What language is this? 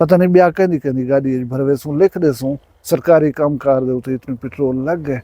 Saraiki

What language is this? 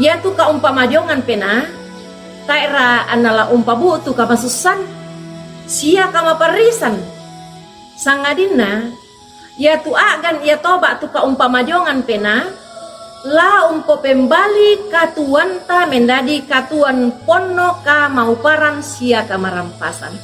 Toraja-Sa'dan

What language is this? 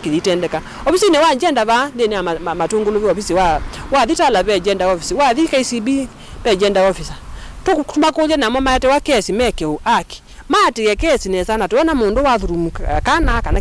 Kamba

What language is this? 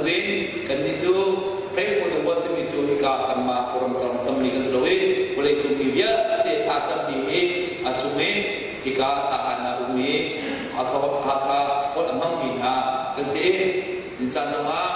Hakha Chin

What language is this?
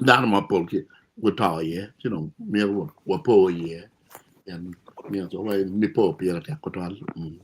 Acoli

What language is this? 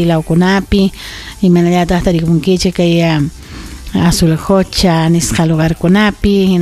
Ayacucho Quechua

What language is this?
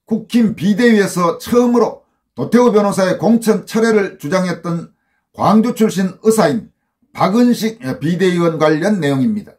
Korean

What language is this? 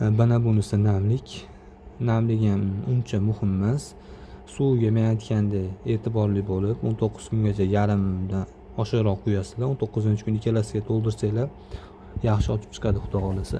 Uzbek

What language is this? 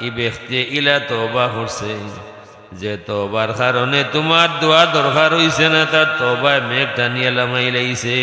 Sylheti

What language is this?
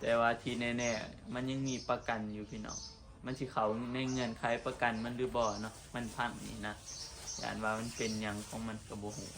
Northeastern Thai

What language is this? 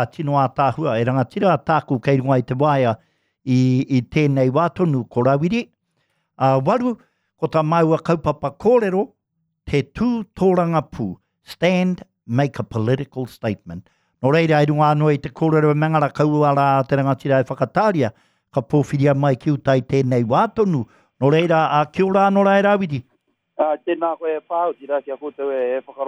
Māori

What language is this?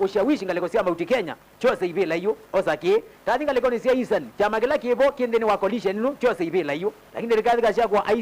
Kamba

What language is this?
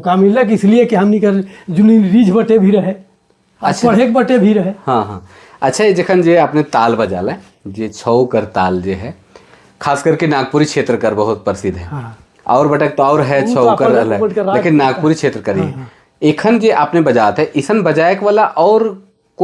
Sadri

